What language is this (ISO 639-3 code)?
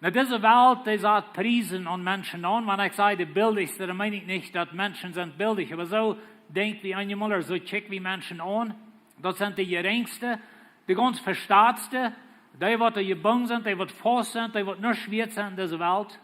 pdt